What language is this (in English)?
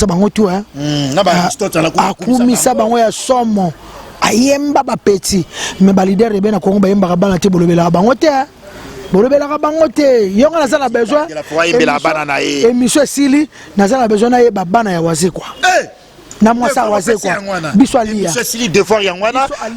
Lingala